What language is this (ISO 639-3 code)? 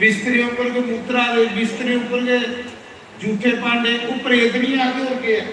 doi